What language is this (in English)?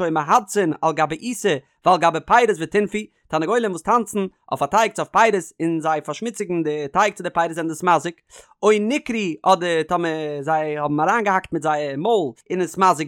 Yiddish